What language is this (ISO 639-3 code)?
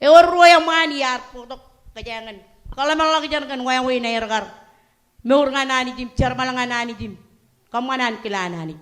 mah